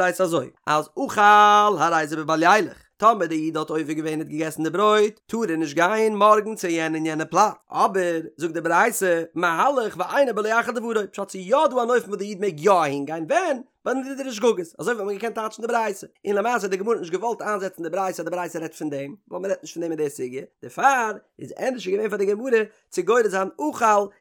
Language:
Yiddish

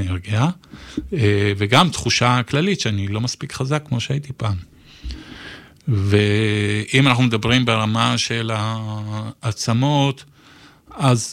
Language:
Hebrew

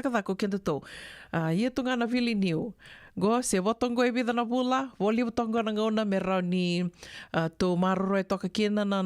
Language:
Fijian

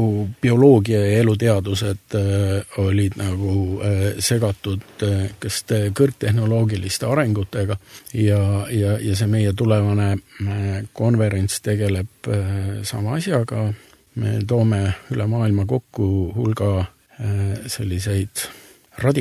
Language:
Estonian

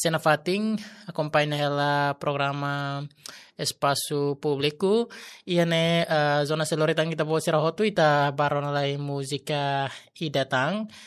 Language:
Tetum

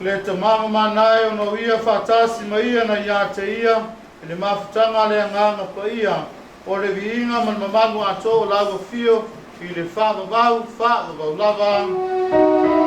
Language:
Samoan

